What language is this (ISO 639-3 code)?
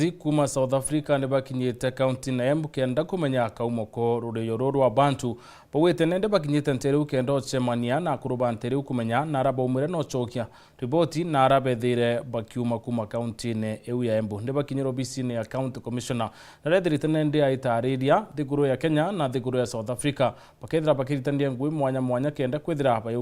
mer